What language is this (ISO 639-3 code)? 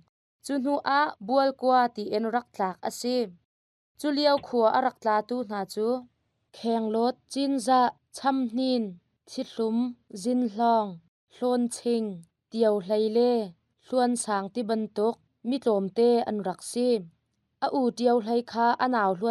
cnh